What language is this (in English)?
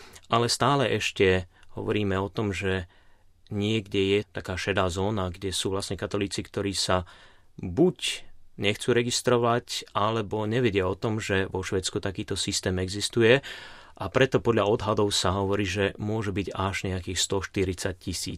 Slovak